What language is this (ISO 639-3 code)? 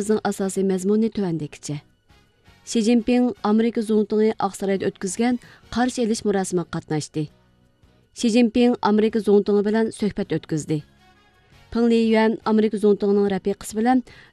uig